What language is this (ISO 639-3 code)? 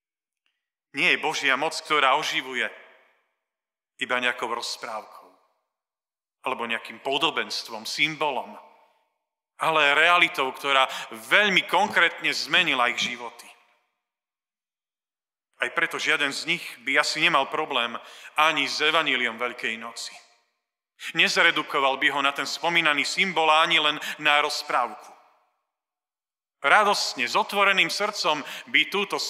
slk